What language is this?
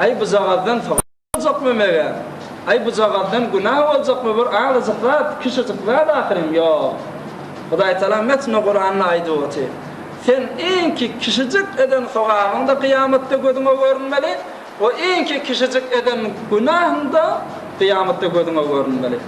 Turkmen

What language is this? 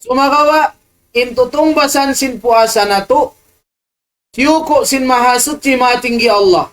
Tausug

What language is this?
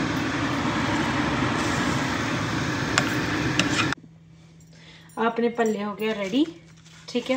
Punjabi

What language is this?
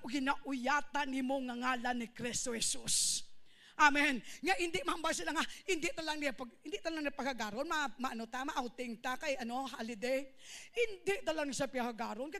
Hiligaynon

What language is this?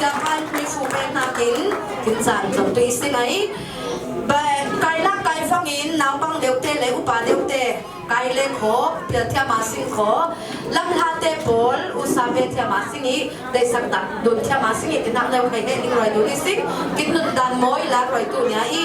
Falam Chin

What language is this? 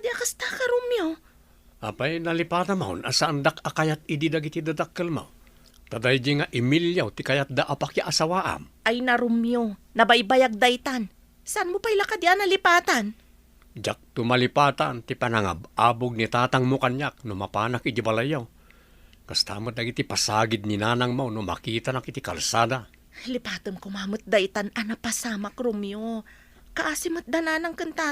Iloko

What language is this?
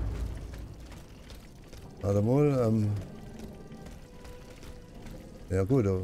German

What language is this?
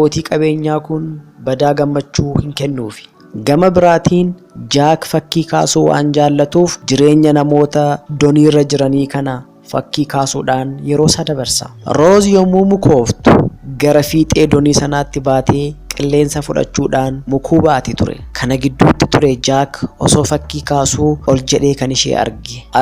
Oromo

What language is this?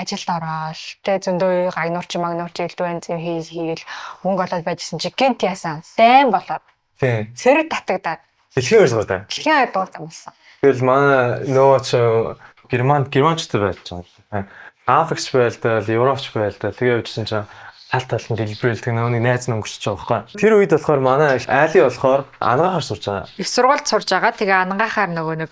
Mongolian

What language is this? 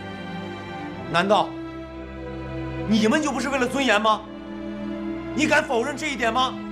Chinese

